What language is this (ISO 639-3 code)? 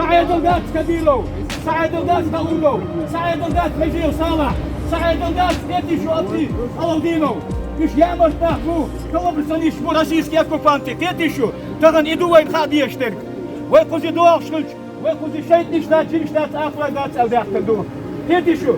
che